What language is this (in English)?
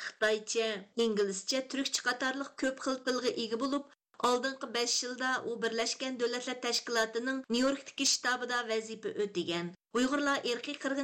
Uyghur